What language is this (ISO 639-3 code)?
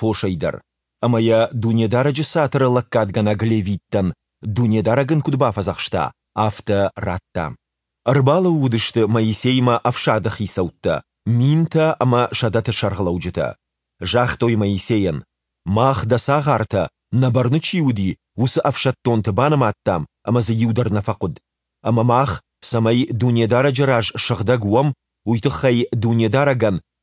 oss